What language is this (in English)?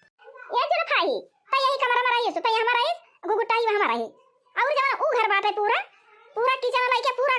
Awadhi